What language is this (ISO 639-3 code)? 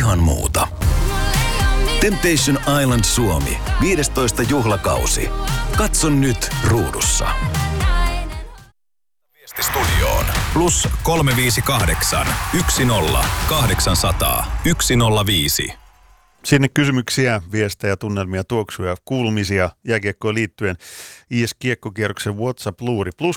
fin